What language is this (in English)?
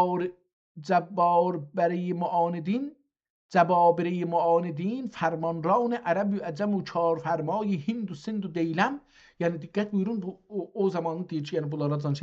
South Azerbaijani